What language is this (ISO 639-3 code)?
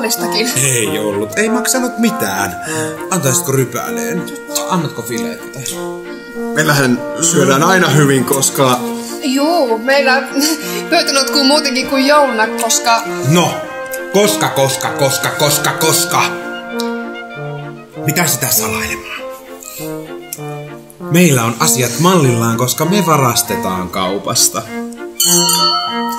fin